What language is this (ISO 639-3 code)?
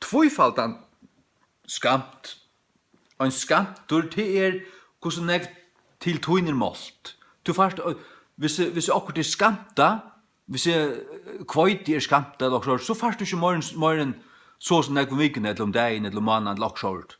fao